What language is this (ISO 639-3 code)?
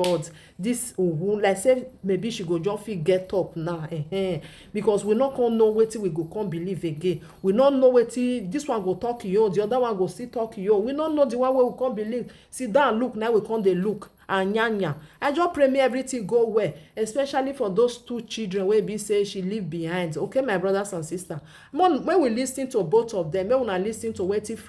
pcm